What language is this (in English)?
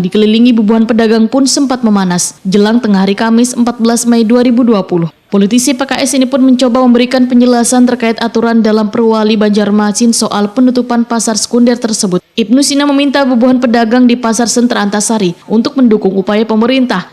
Banjar